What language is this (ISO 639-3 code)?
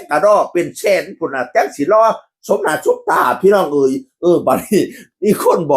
tts